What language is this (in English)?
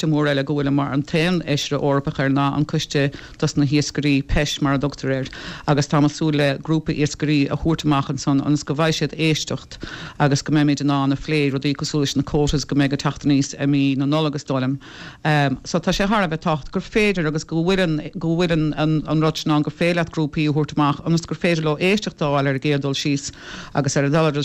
Irish